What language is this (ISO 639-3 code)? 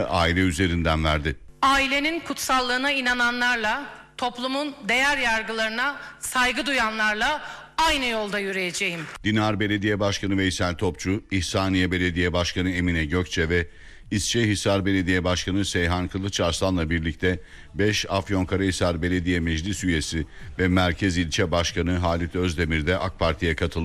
tur